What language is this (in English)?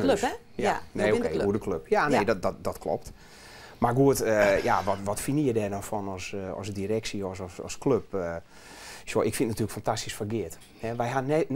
Western Frisian